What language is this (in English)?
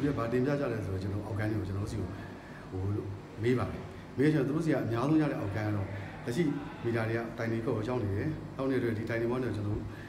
Burmese